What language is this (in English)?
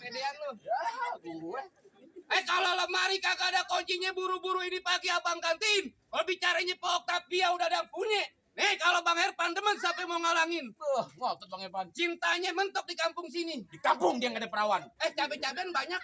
Betawi